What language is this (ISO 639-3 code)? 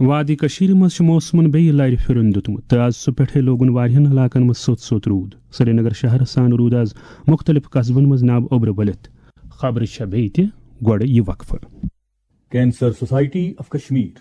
kas